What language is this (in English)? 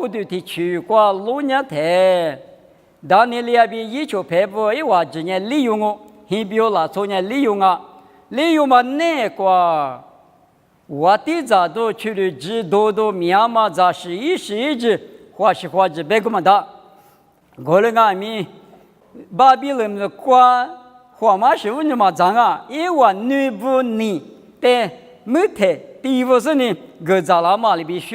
Lisu